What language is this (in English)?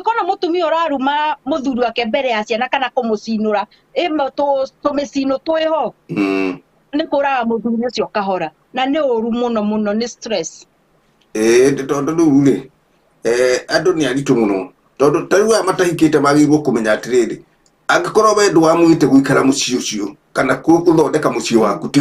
Kikuyu